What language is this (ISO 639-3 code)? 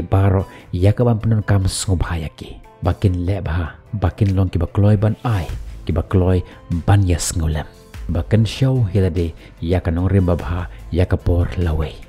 kha